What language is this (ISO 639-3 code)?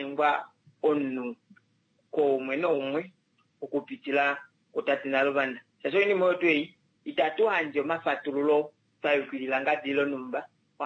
kua